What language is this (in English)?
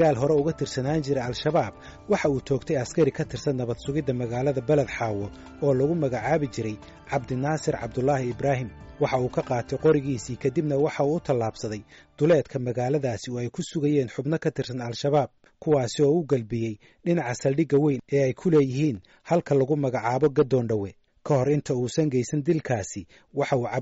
Somali